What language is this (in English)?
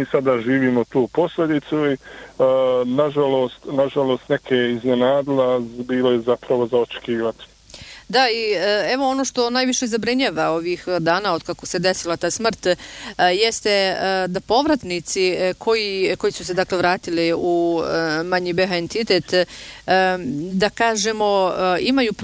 Bosnian